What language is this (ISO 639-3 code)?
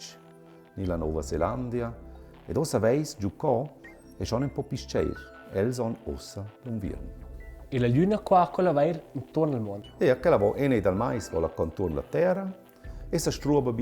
roh